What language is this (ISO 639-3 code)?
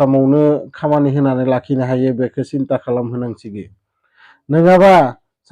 brx